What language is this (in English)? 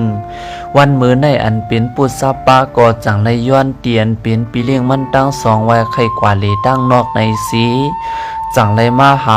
Shan